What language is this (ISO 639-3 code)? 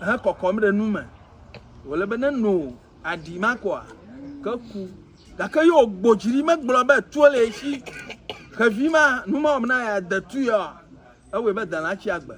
ewe